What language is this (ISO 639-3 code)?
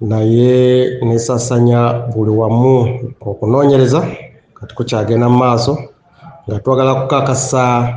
lug